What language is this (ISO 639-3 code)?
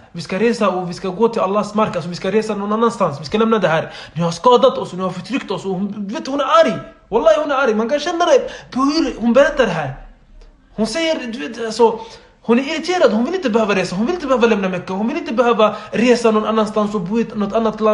swe